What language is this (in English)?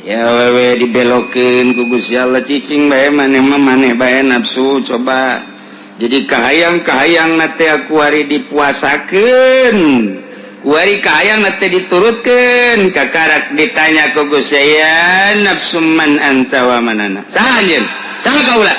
Sundanese